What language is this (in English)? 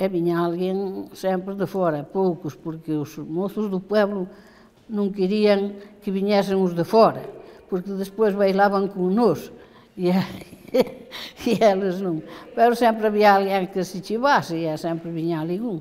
Galician